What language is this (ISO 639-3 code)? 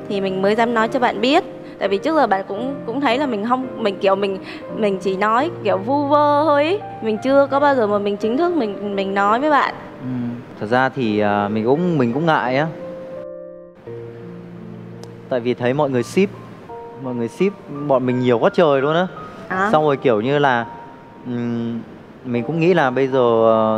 vie